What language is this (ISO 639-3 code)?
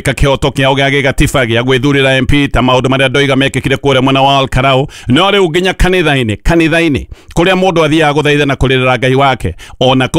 kik